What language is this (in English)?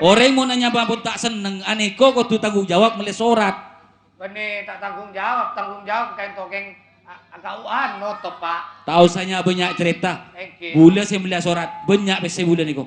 Madurese